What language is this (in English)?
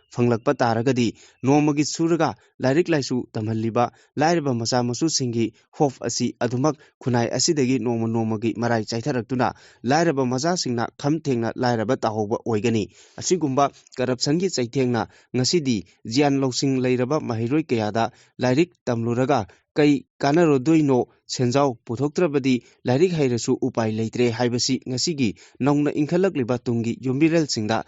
Manipuri